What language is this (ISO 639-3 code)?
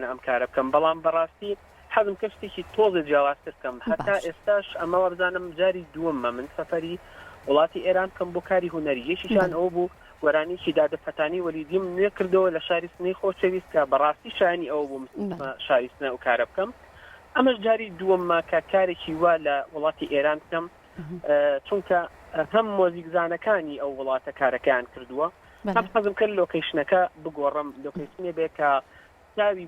ckb